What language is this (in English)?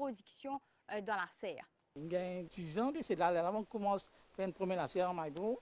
Morisyen